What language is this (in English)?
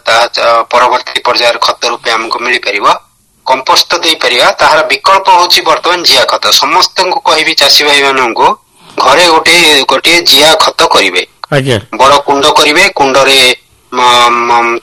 Odia